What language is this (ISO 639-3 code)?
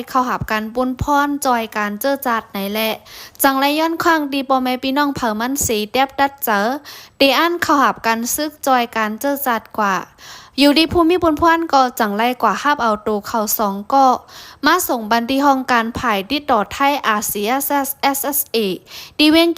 shn